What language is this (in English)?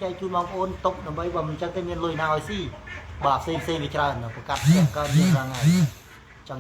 Khmer